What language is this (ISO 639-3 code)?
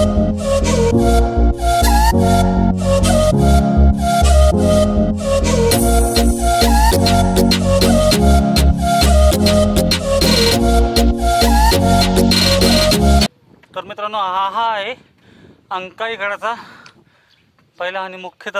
mar